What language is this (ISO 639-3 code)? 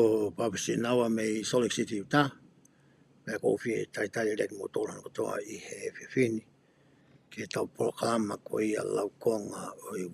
ton